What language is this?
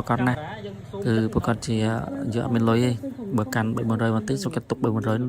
Khmer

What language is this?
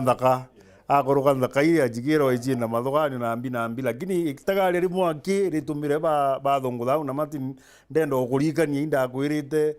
Meru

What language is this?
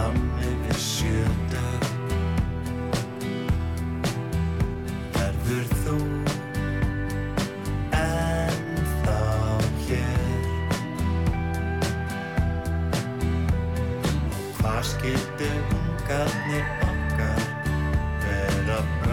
Icelandic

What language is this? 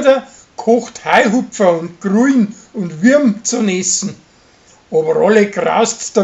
Bavarian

